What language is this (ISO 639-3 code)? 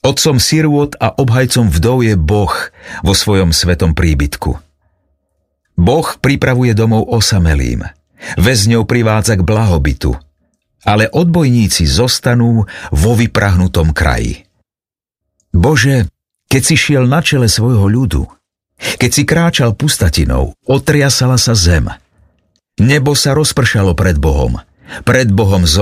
slk